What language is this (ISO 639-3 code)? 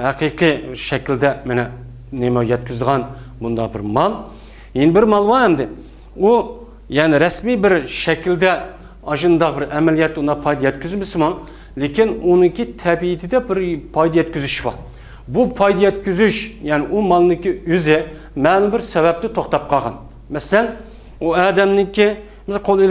uig